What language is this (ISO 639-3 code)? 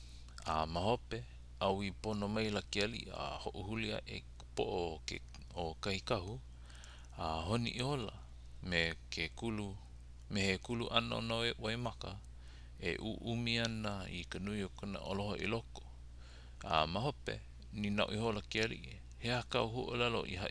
haw